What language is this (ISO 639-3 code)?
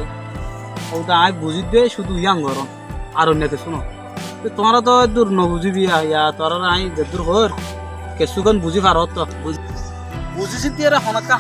rhg